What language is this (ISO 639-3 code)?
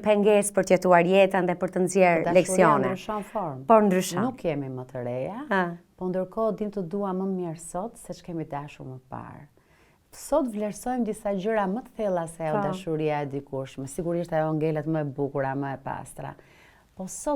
sqi